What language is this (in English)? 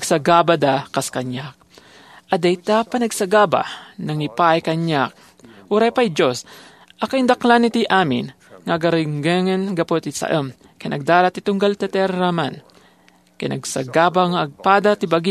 Iloko